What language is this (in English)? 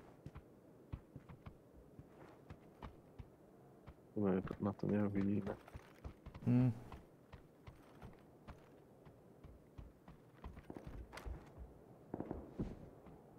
Slovak